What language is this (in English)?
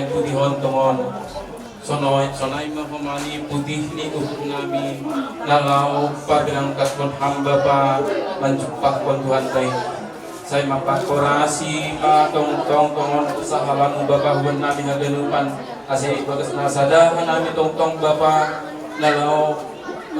Batak Simalungun